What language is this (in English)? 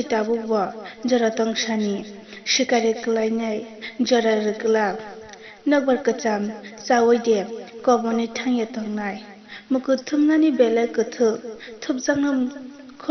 Kok Borok